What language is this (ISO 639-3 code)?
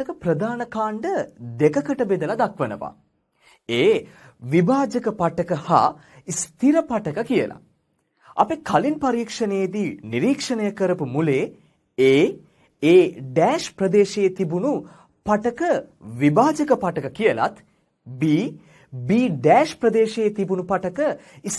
sin